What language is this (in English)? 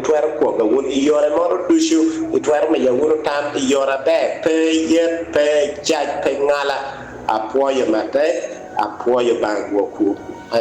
Acoli